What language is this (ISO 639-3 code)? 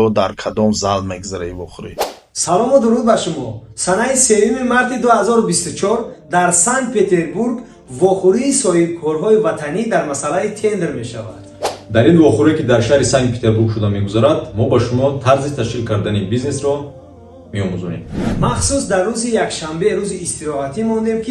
tgk